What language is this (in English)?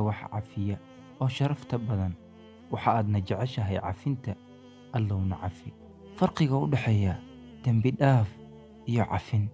Somali